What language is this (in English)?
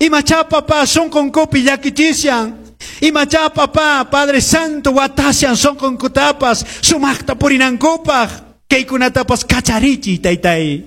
Quechua